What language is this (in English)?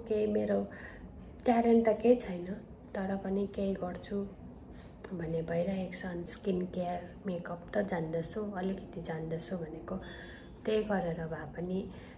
Nepali